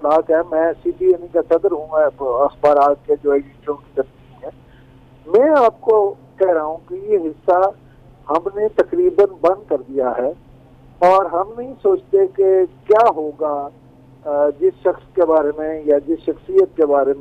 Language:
Urdu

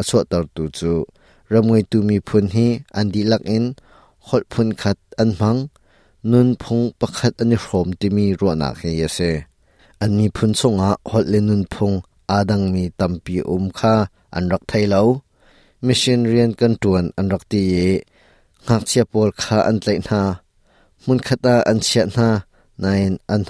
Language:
Hakha Chin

